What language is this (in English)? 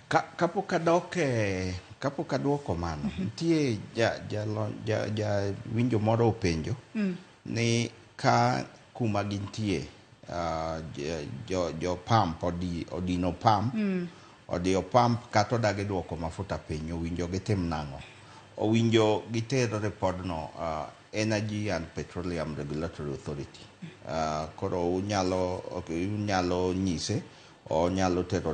Luo (Kenya and Tanzania)